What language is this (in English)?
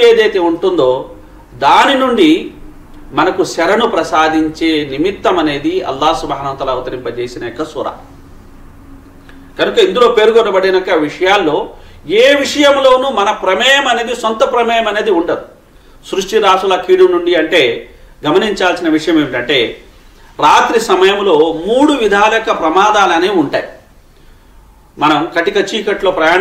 Telugu